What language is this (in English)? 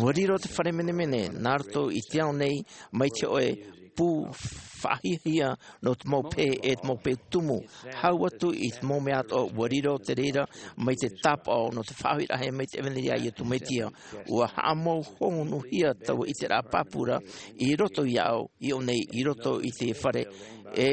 Tahitian